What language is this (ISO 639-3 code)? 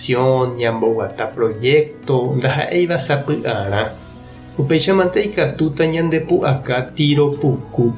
grn